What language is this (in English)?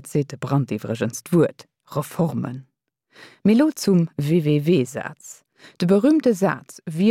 Luxembourgish